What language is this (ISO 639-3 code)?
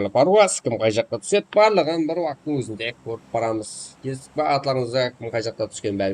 kaa